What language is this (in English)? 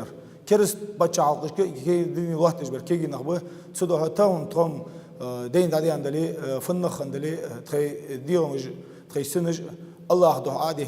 Ingush